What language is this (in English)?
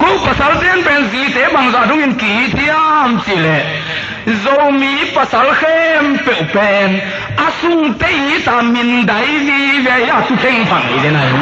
Tedim Chin